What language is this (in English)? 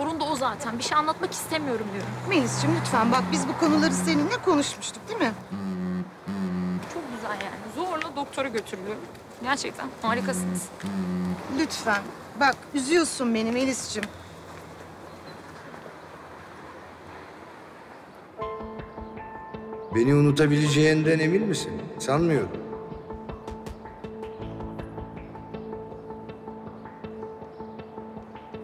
Turkish